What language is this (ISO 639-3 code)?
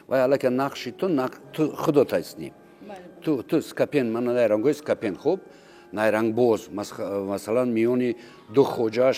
tgk